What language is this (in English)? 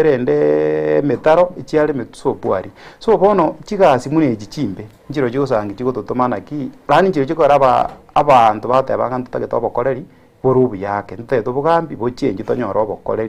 Gusii